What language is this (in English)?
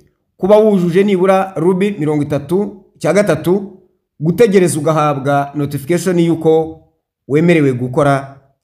Kinyarwanda